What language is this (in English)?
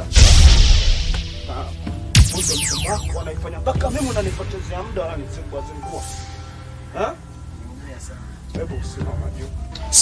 Swahili